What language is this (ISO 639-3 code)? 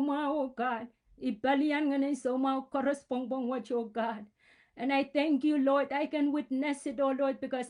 pon